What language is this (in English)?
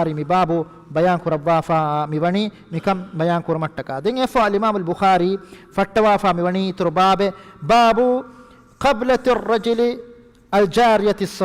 Divehi